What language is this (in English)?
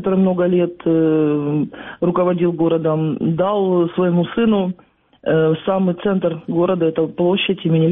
Russian